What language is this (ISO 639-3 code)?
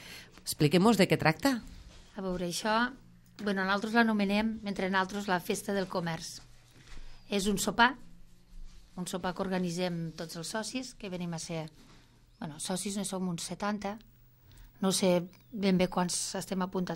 cat